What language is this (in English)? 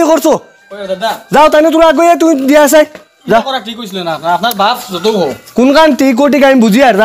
Sylheti